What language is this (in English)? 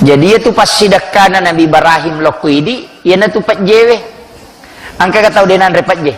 Buginese